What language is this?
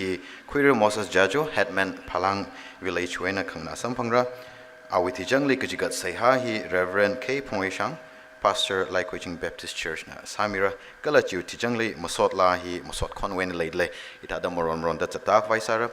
Tangkhul Naga (India)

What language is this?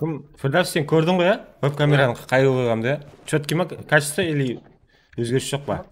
Kara-Kalpak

